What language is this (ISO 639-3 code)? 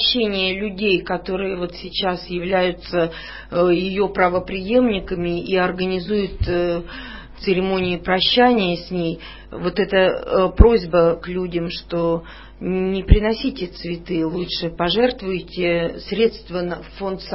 rus